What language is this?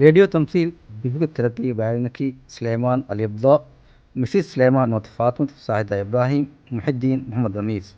Divehi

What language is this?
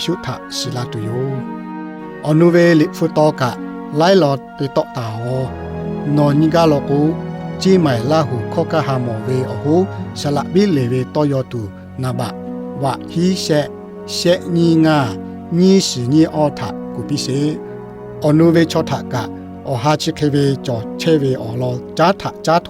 Lahu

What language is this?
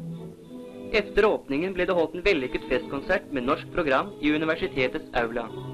Norwegian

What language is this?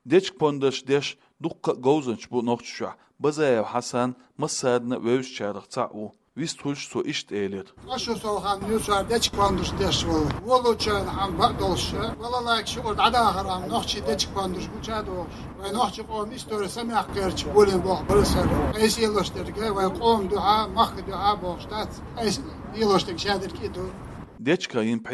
Chechen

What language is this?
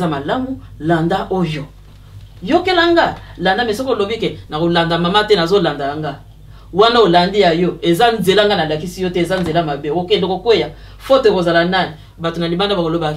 Lingala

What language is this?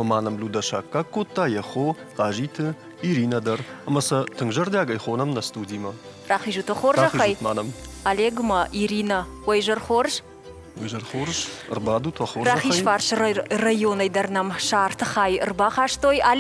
Ossetic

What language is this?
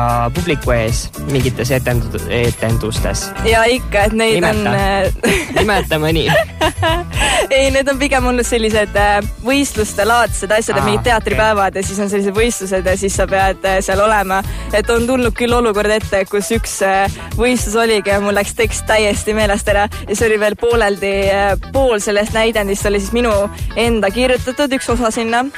Estonian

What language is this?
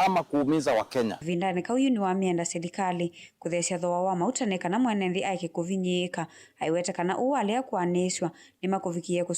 Kamba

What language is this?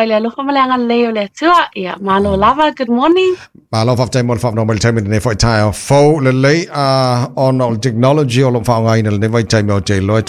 Samoan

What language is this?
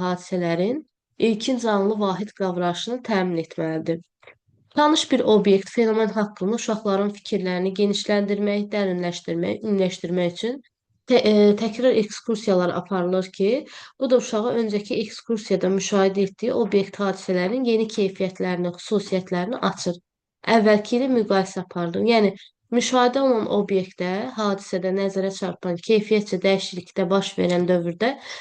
Azerbaijani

